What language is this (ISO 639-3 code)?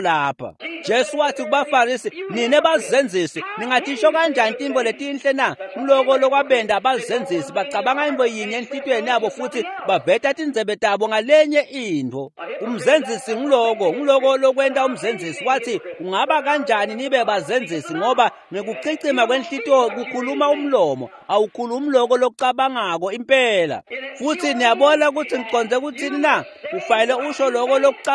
ssw